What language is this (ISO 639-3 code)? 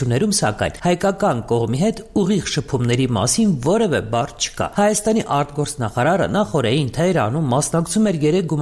hye